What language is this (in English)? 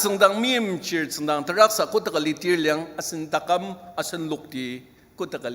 Ao Naga